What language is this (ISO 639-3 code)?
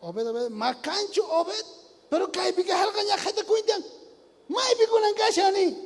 quh